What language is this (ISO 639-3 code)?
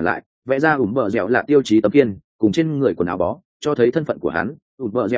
vie